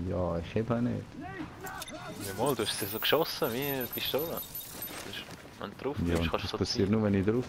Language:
Swiss German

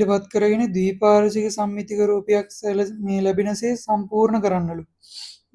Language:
Sinhala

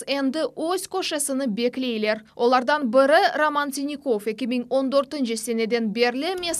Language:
Crimean Tatar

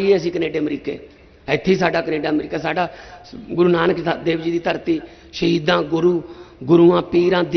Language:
Punjabi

